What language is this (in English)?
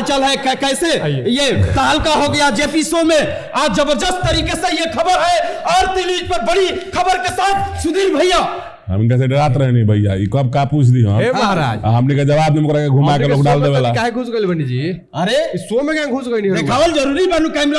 Bhojpuri